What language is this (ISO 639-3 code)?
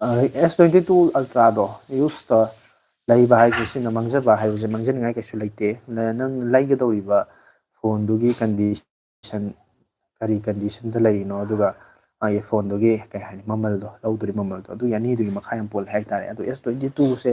mni